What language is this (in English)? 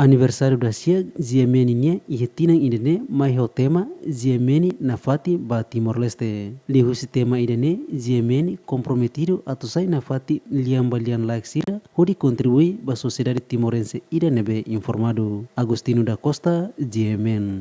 Tetum